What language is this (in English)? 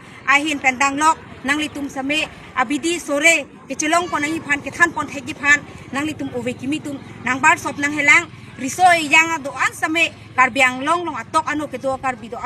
Karbi